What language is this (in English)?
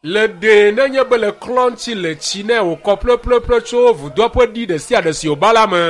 Ewe